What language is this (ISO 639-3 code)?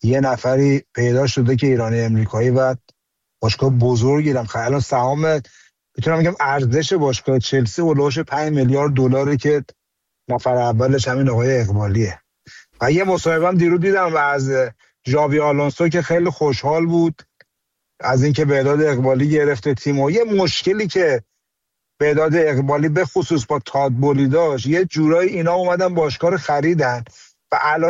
fas